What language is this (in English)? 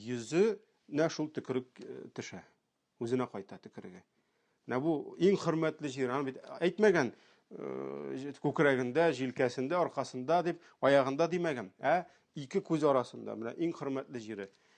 Tatar